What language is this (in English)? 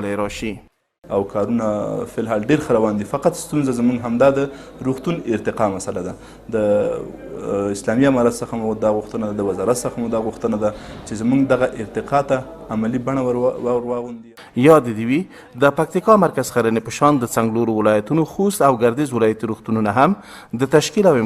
Pashto